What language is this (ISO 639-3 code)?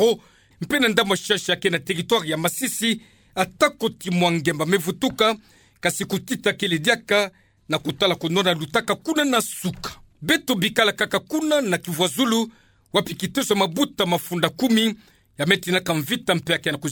ktu